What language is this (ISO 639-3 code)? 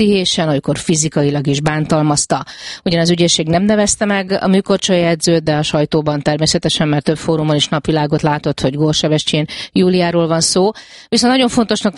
hun